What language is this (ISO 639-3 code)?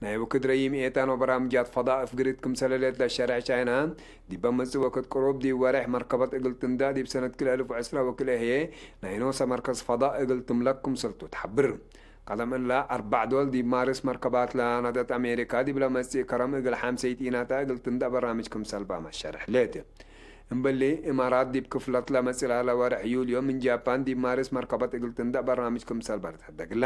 tig